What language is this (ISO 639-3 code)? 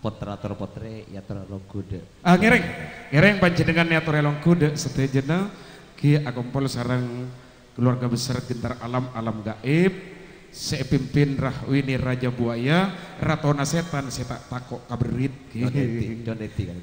mad